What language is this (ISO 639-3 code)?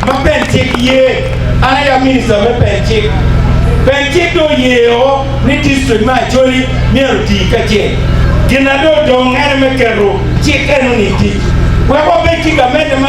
ach